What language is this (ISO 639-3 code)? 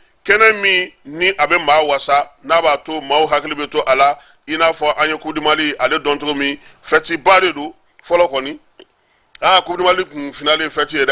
bam